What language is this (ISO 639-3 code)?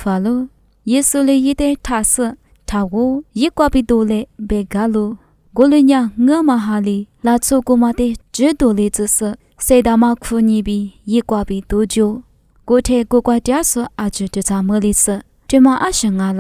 lis